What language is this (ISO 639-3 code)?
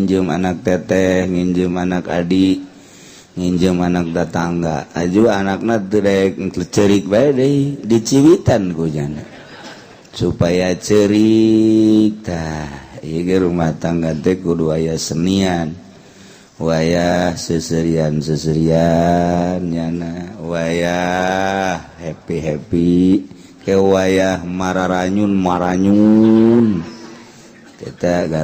sun